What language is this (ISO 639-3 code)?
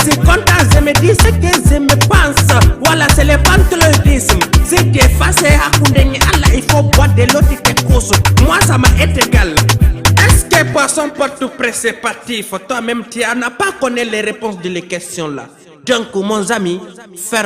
ful